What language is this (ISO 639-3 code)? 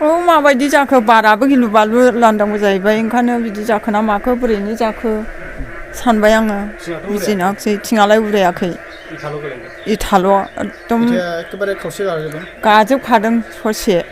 brx